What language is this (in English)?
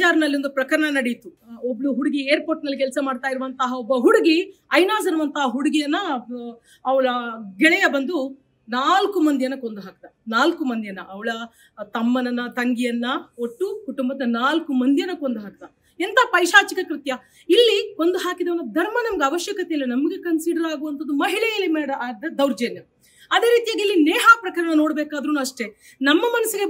Kannada